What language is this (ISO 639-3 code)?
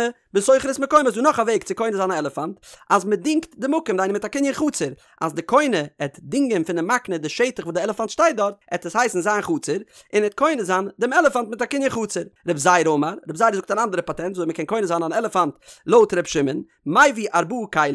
yid